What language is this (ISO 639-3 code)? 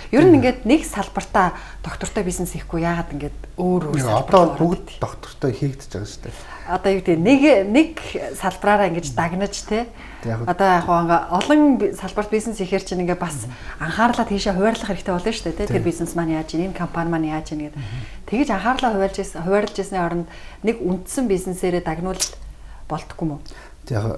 mon